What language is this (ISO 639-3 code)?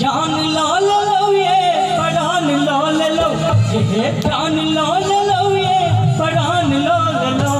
mai